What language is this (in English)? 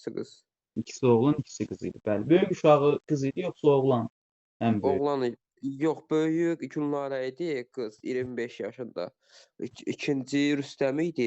Azerbaijani